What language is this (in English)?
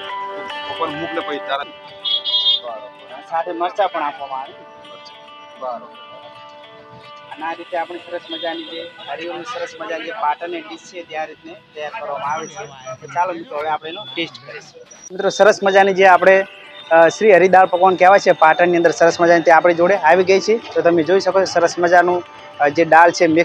Gujarati